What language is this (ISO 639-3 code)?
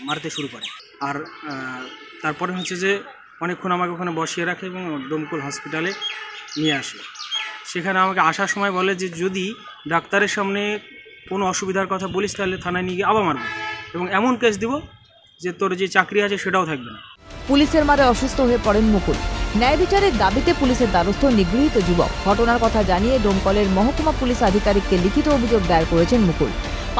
ben